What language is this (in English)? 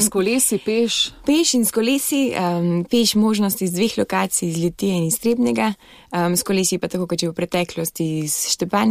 Slovenian